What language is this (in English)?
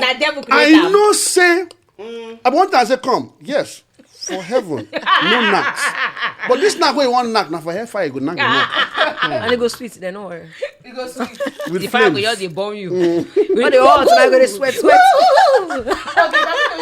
Nigerian Pidgin